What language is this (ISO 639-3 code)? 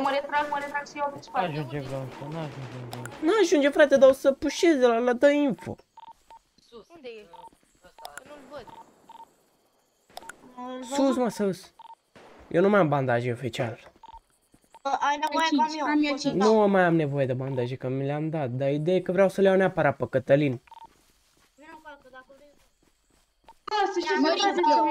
ron